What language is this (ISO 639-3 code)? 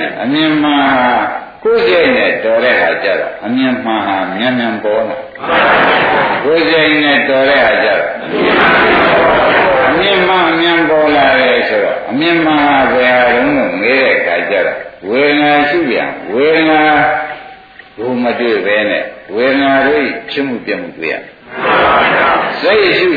mya